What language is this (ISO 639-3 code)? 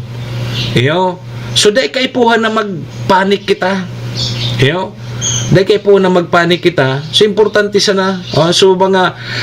bik